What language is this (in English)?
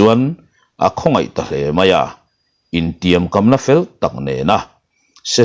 Mizo